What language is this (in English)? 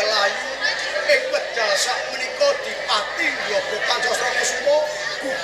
Javanese